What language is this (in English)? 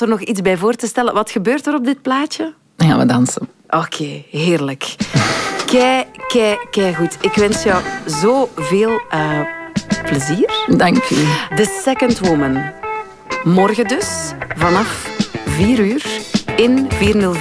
Dutch